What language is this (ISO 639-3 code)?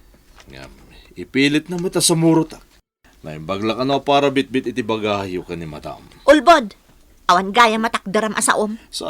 ilo